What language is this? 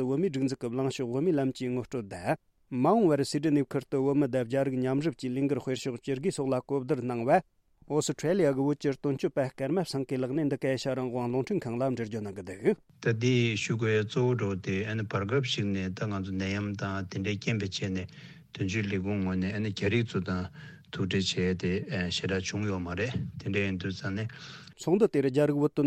Tibetan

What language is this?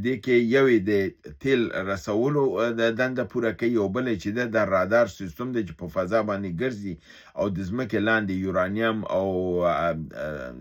Pashto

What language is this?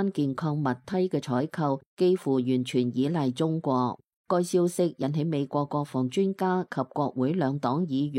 Cantonese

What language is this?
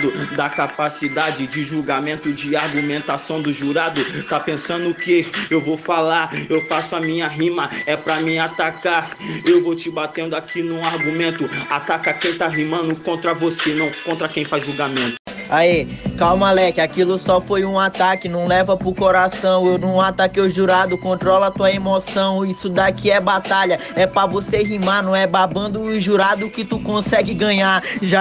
Portuguese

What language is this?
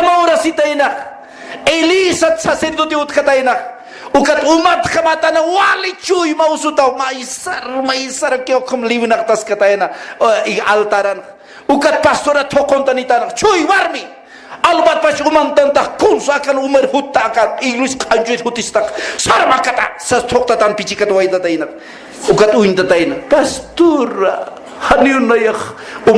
Aymara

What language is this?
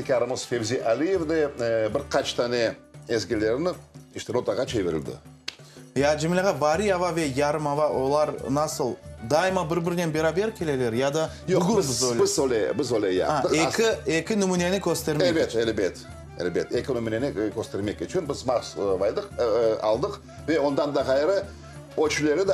Crimean Tatar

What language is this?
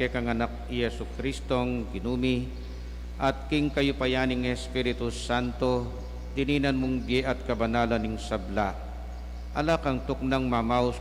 Pampanga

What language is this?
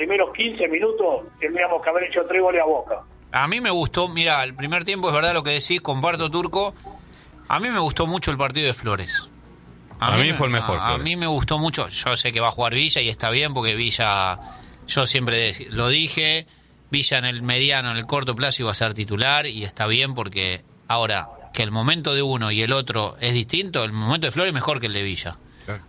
Spanish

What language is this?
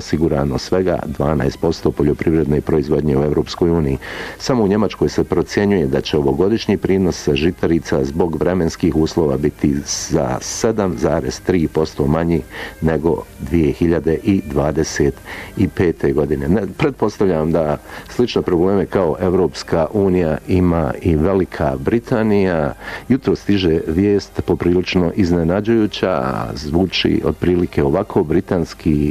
Bosnian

